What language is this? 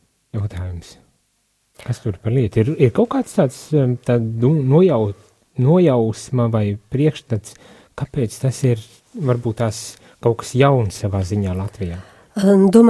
Latvian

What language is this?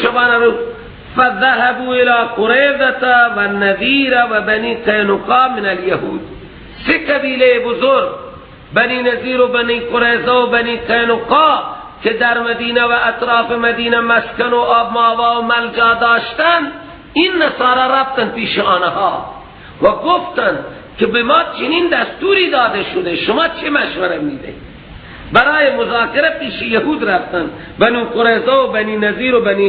Persian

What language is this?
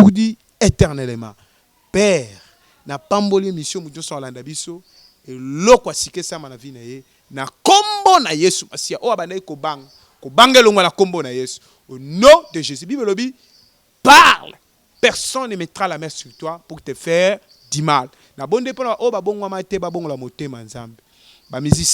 Lingala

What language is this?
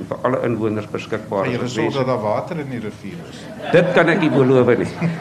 Afrikaans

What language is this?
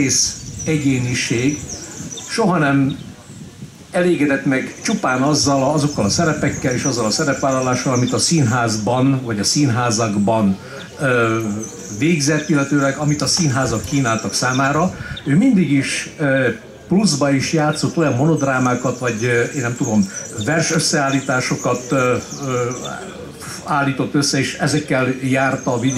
Hungarian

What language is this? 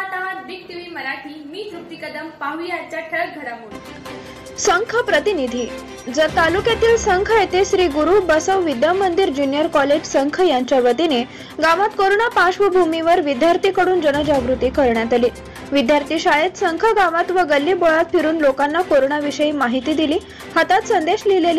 Marathi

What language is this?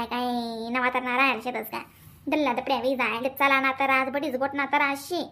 Khandesi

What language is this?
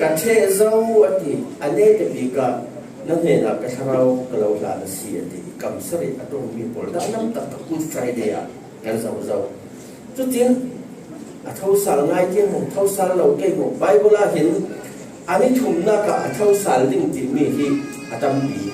Falam Chin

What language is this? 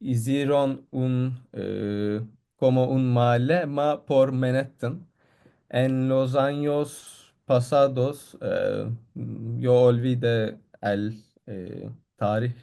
Ladino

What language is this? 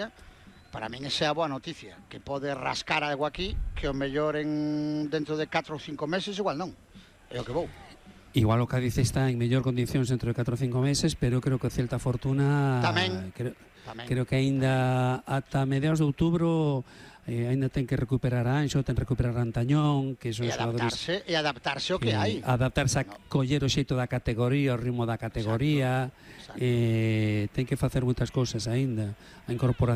Galician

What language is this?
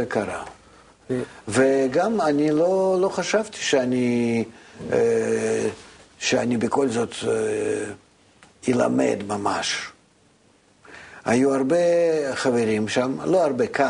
Hebrew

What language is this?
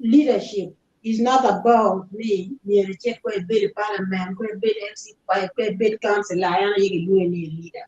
Acoli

